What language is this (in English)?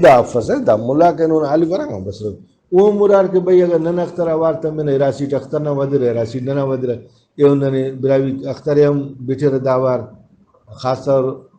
Brahui